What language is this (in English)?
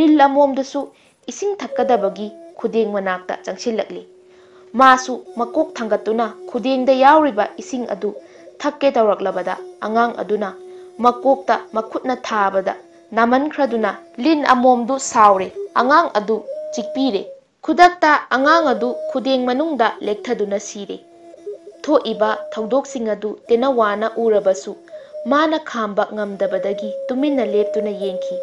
Manipuri